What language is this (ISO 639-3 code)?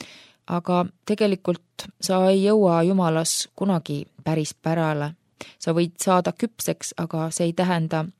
est